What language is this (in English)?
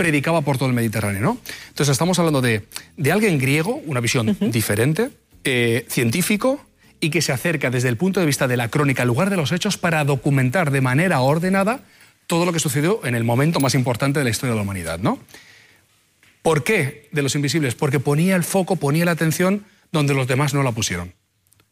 Spanish